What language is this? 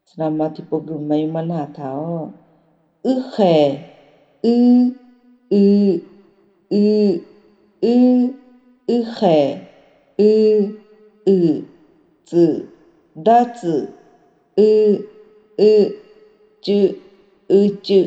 Akha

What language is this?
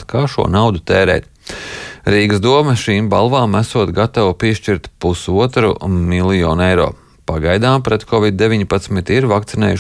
Latvian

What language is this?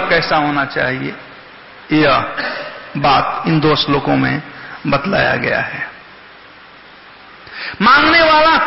Hindi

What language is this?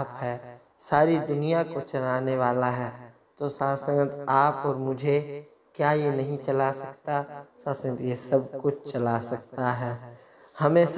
Hindi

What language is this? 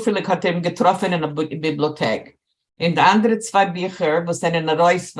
Yiddish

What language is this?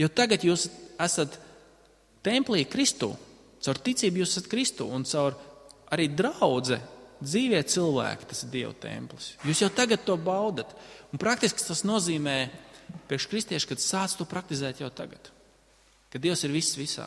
Latvian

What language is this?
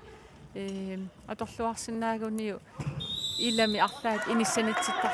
Kalaallisut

